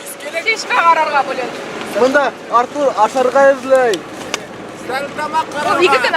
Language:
Bashkir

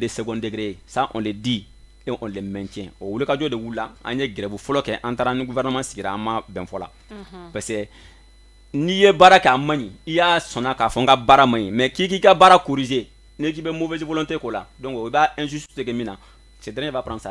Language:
Bambara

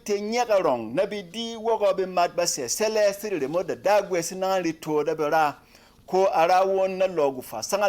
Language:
Berom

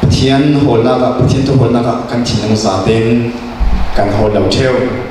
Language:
Falam Chin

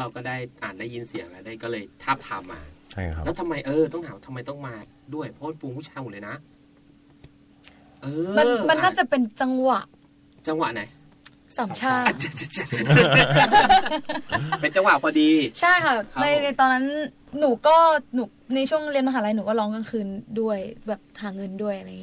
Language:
Thai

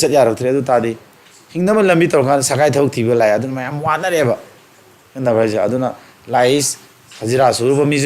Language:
Manipuri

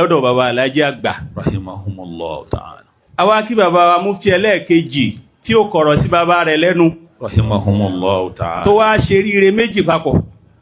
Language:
Yoruba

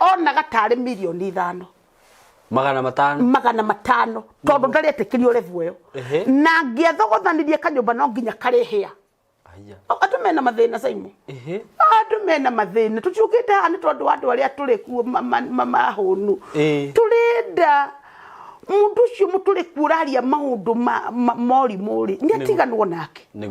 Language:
Kikuyu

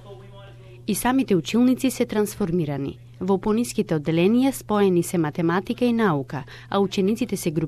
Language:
Macedonian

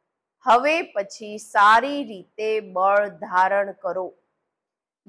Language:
Gujarati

